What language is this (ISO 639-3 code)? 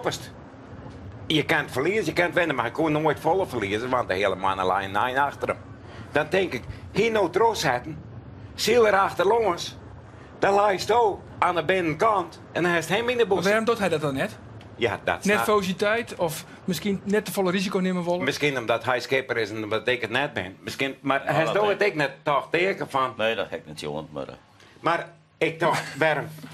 fry